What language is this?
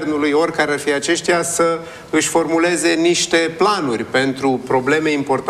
Romanian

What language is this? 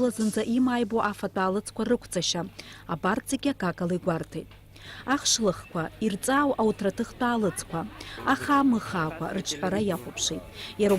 Abkhazian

